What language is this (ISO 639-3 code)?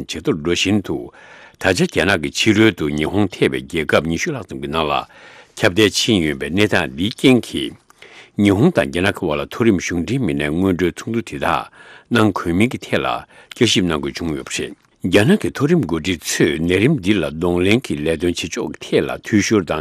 bod